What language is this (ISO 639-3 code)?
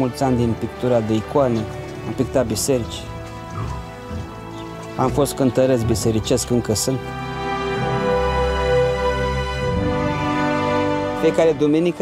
ron